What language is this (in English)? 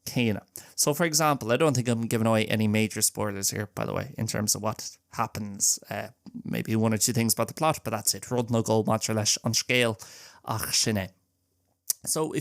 Irish